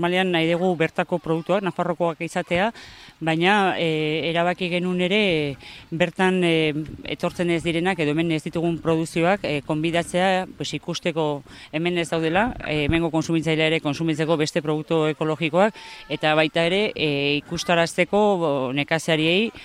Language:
Basque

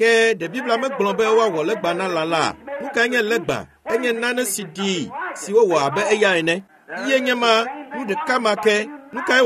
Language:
Ewe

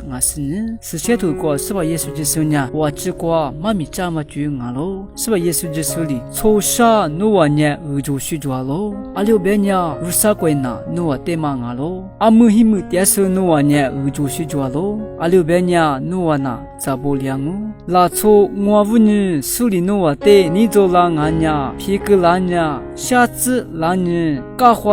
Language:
Lisu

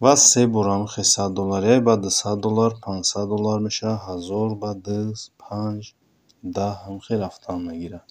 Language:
Tajik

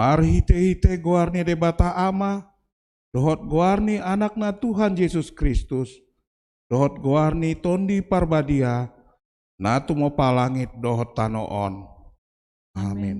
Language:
Batak Toba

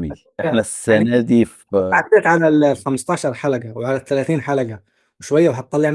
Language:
Egyptian Arabic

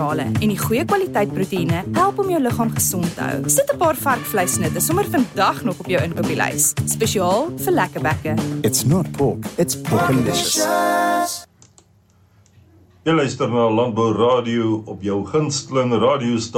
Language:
Afrikaans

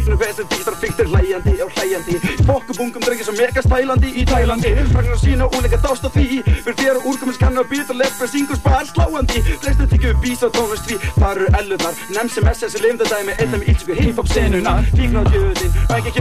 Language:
Icelandic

